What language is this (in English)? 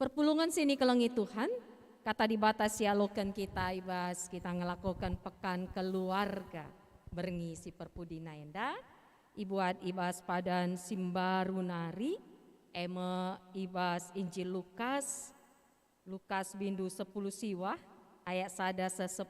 Batak Karo